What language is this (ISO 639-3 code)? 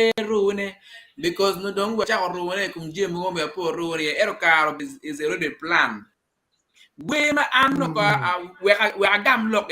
ach